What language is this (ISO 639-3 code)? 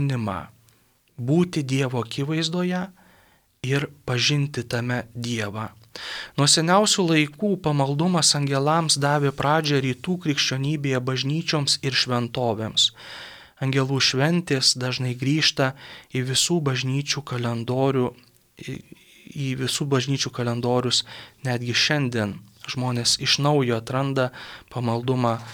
lit